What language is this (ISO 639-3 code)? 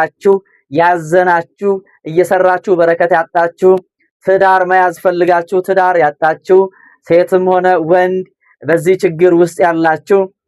amh